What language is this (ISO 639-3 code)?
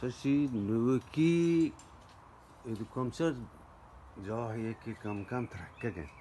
bgp